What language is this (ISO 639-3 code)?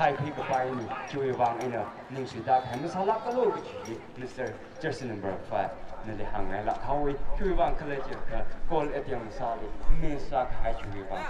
nmf